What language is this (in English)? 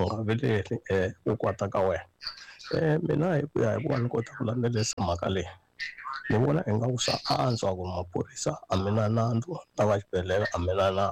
Tsonga